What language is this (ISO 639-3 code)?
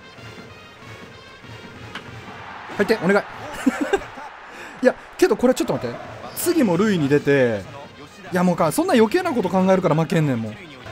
jpn